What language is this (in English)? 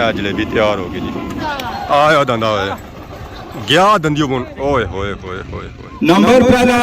Pahari-Potwari